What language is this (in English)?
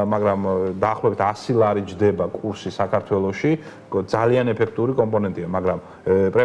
Georgian